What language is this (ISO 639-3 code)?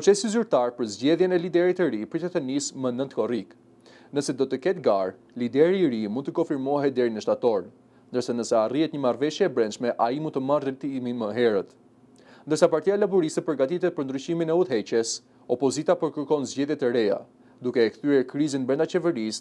sqi